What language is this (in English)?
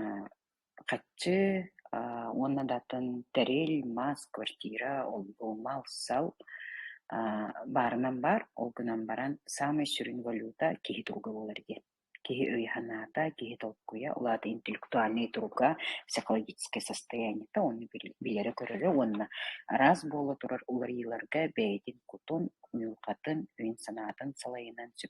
Yakut